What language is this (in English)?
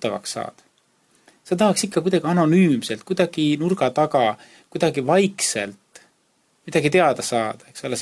Estonian